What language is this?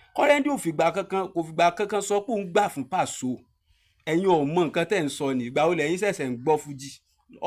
Yoruba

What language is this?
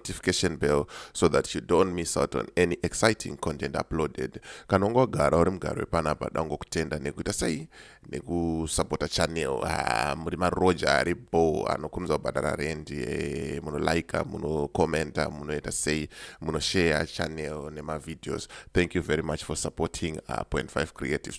Shona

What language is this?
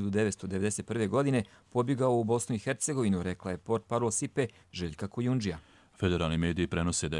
Croatian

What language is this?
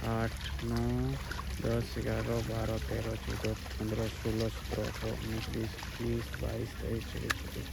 Santali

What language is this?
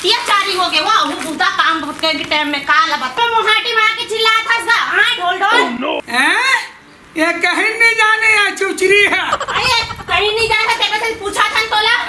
Chhattisgarhi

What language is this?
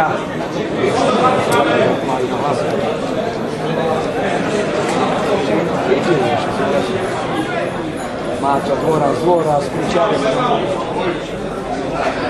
Slovak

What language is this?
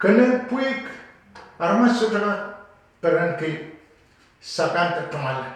Pohnpeian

